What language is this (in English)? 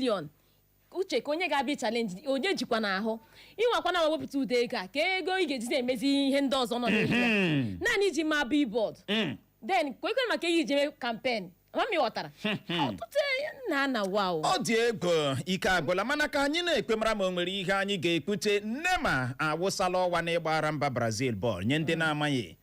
Igbo